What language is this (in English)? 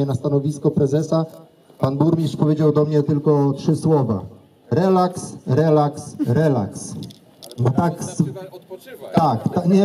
Polish